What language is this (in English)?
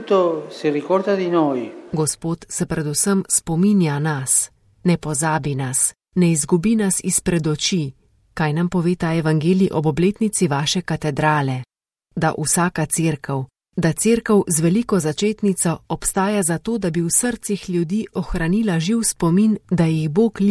Slovenian